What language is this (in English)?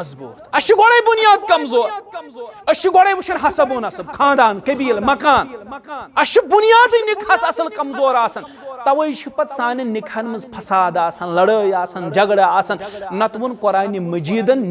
Kashmiri